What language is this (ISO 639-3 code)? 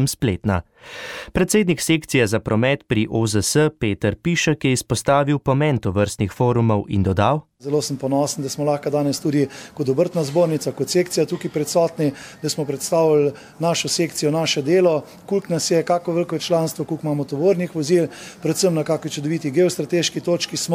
slv